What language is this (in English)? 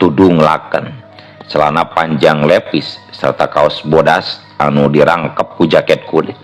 Sundanese